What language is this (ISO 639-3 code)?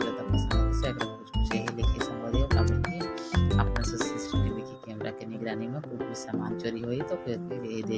hne